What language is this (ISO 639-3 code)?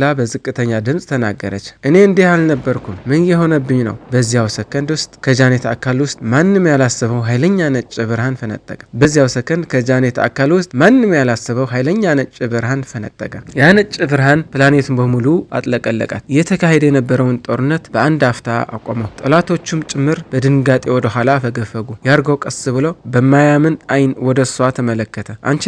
amh